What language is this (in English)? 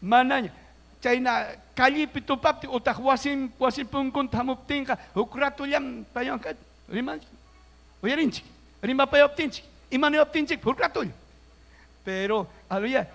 Ayacucho Quechua